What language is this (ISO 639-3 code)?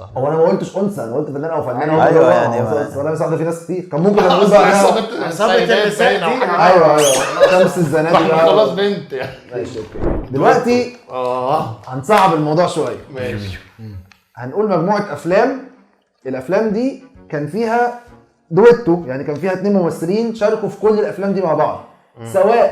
arz